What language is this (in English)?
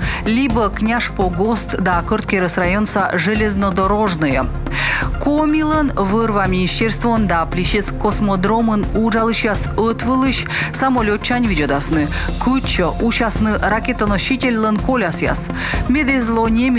Komi